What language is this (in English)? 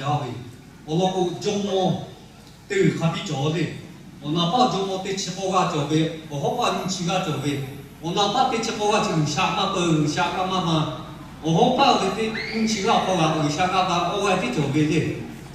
Lahu